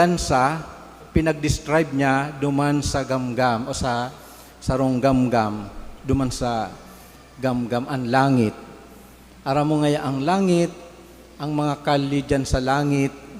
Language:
Bikol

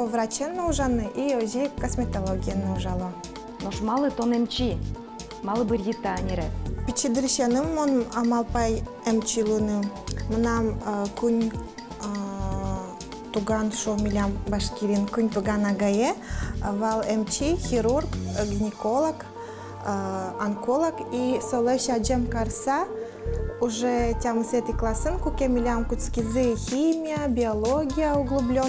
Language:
Udmurt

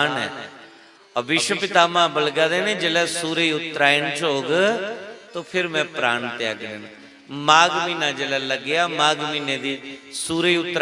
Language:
Dogri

